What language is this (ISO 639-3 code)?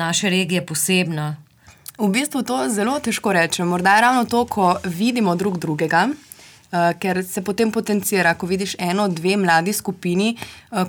slv